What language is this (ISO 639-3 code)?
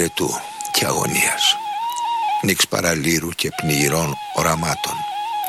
ell